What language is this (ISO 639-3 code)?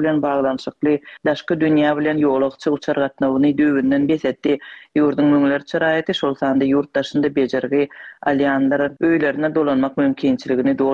tuk